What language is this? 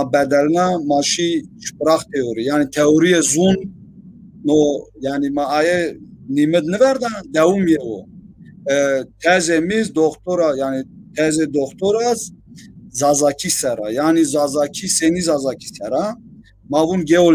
Zaza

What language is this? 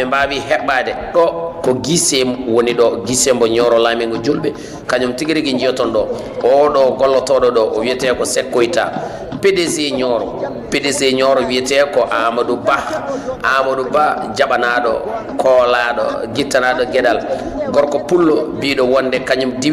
Fula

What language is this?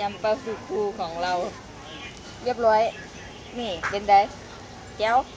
Lao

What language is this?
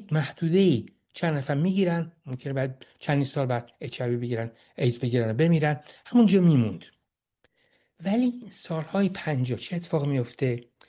Persian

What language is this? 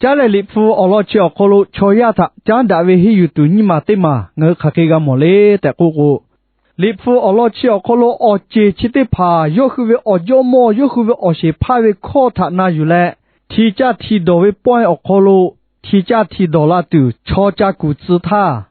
Lahu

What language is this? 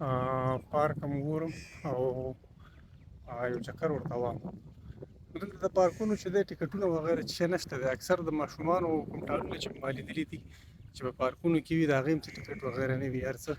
Pashto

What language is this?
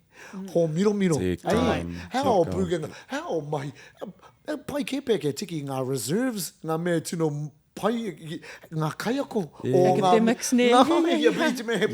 Māori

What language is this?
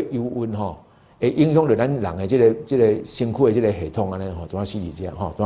Min Nan Chinese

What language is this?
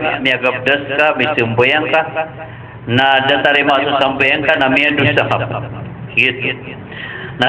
Maranao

